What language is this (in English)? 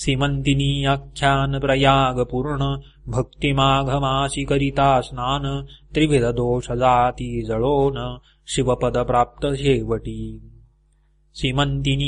Marathi